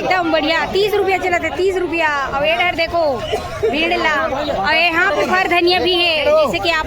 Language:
Chhattisgarhi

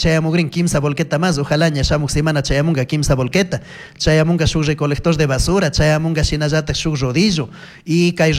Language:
Chimborazo Highland Quichua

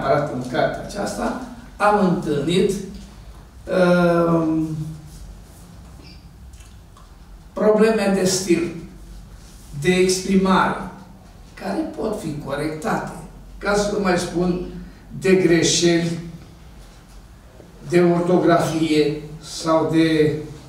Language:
Romanian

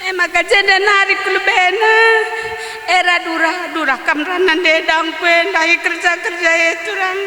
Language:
Batak Karo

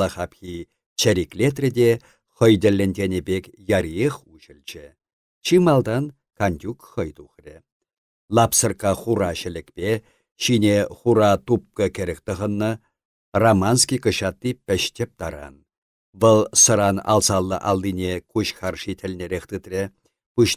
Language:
Chuvash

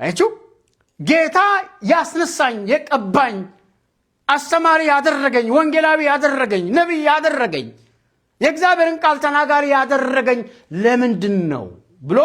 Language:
Amharic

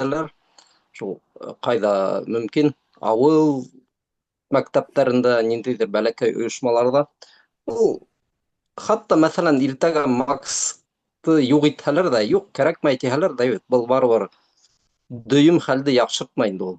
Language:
Bashkir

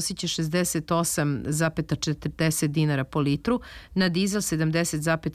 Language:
Serbian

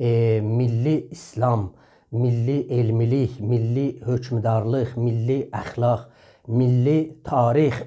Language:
South Azerbaijani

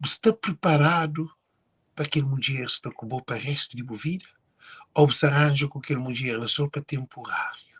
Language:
Kabuverdianu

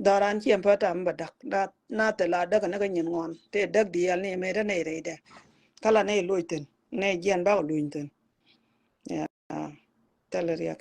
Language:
Nuer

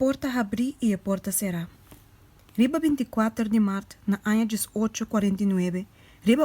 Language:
Papiamento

